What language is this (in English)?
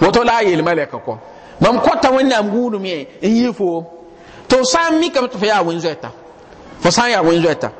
Mossi